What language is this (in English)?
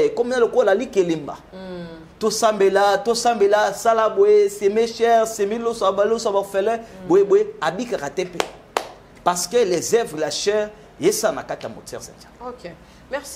Lingala